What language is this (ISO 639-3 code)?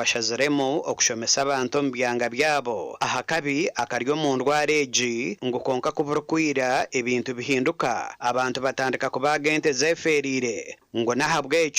nyn